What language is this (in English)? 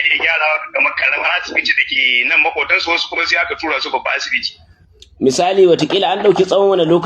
Hausa